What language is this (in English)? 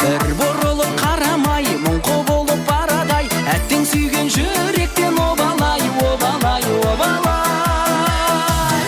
Kara-Kalpak